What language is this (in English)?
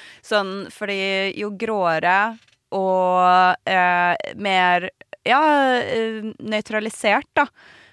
Norwegian